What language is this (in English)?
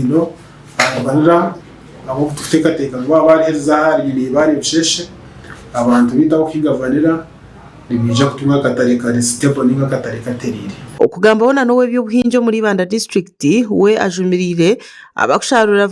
Nyankole